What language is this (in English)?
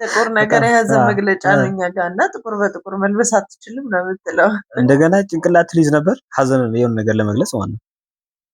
Amharic